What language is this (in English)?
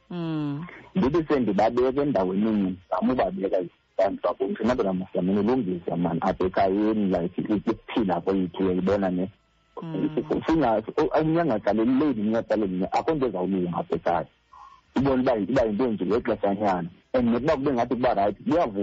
Xhosa